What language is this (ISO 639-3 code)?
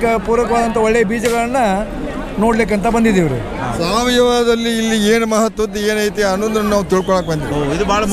kan